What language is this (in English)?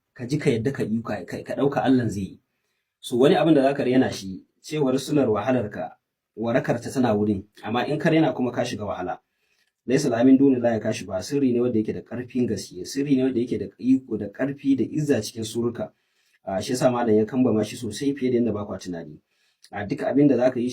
Hausa